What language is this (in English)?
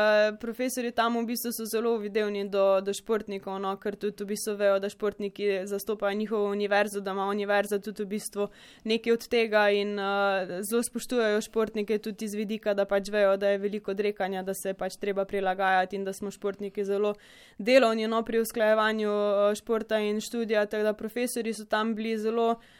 Slovenian